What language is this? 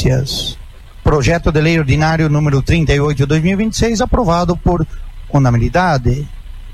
Portuguese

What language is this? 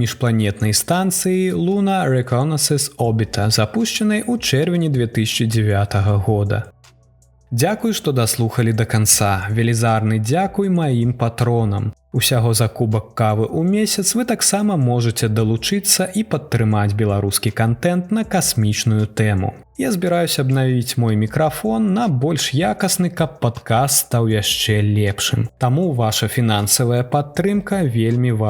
Belarusian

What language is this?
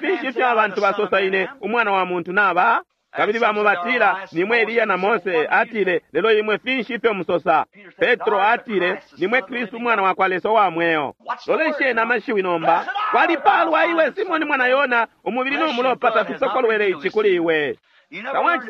Bemba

